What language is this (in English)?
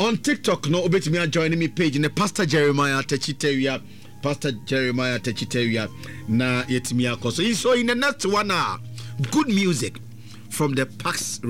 Akan